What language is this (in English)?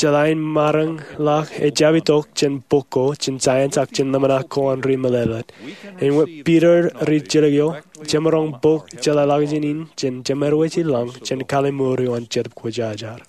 Marshallese